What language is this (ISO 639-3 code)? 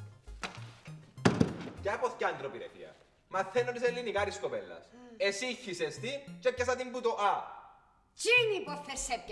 ell